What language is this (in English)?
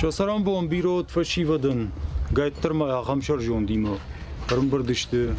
Ossetic